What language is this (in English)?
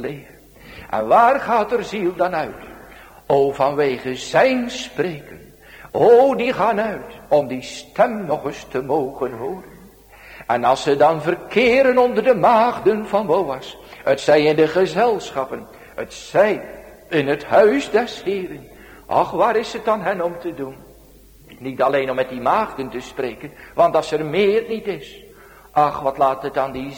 Dutch